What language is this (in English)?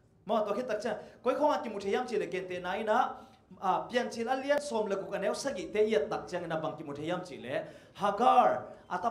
Tedim Chin